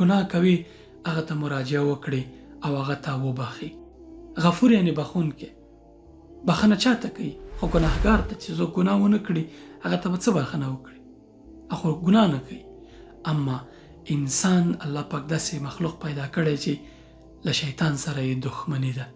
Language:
Pashto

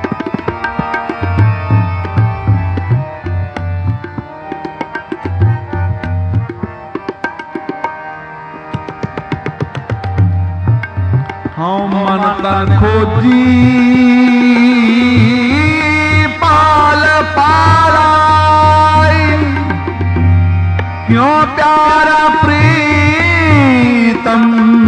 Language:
Punjabi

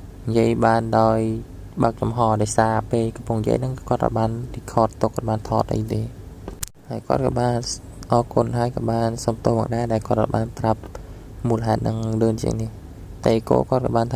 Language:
Khmer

